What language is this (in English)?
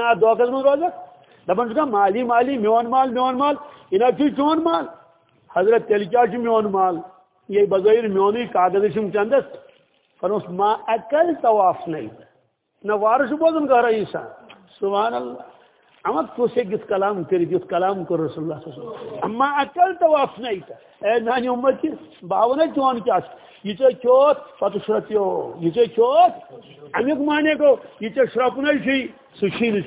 Kashmiri